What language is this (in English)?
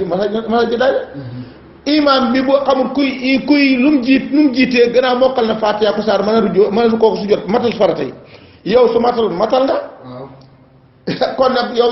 Wolof